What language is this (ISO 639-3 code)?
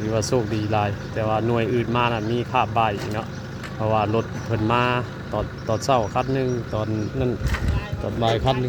tts